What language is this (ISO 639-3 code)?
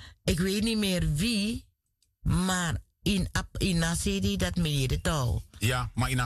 srn